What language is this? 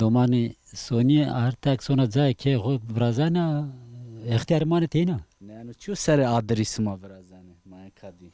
Zaza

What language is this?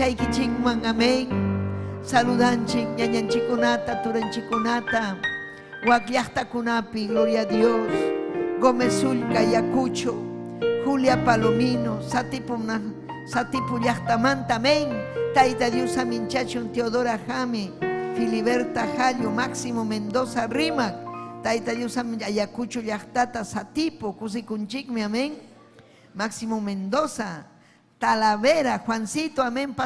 Ayacucho Quechua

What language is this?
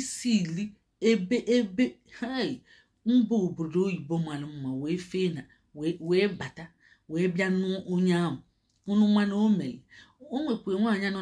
Igbo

